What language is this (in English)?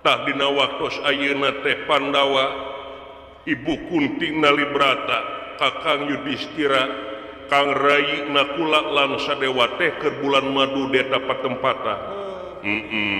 Sundanese